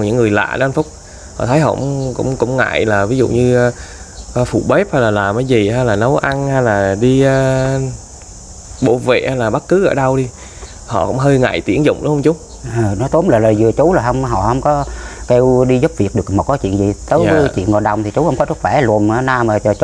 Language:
Vietnamese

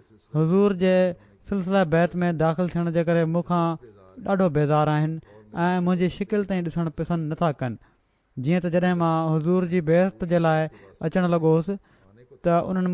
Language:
Sindhi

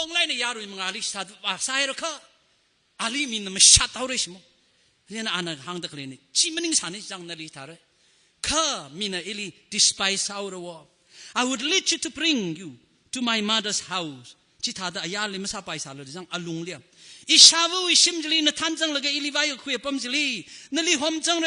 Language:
Tangkhul Naga (India)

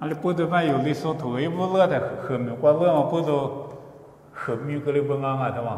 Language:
Lisu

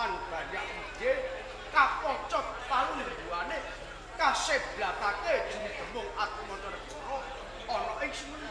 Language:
Javanese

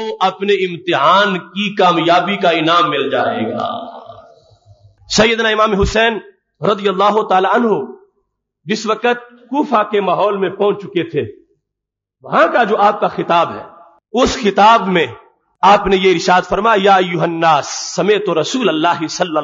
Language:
Urdu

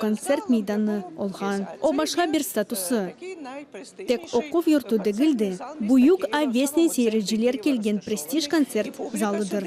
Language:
Crimean Tatar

